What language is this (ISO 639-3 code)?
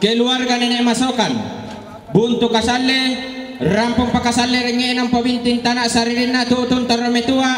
sda